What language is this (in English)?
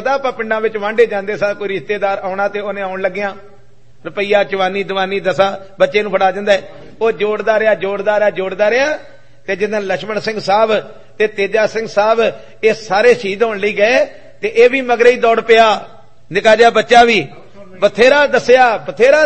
Punjabi